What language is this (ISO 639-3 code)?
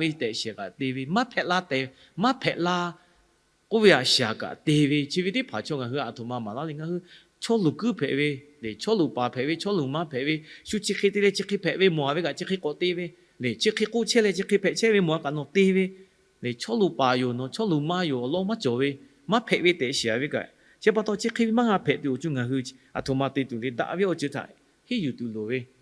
lhu